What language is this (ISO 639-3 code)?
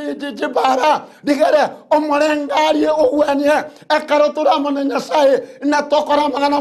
guz